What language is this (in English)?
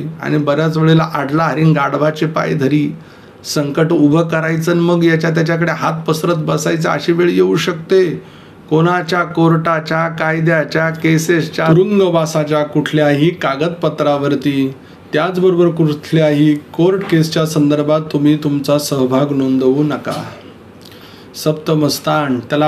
Marathi